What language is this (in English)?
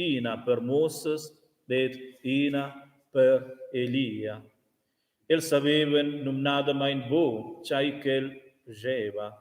Romansh